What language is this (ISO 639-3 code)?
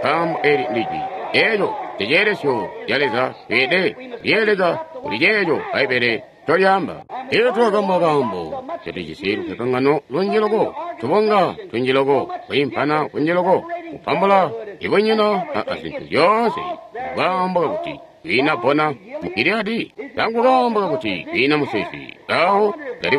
toi